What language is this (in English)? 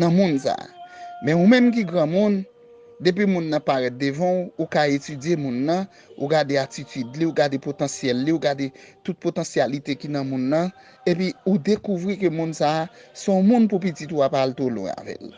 Haitian Creole